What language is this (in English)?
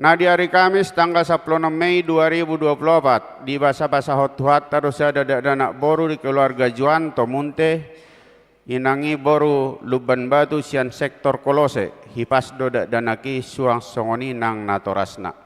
Batak Toba